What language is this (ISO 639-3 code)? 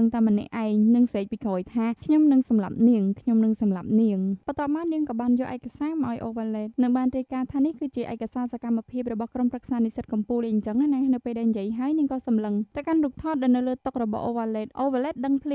khm